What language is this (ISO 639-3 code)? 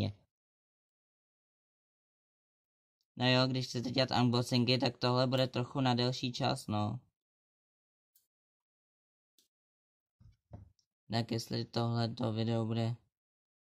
ces